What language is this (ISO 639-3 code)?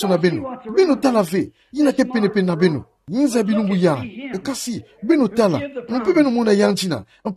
ktu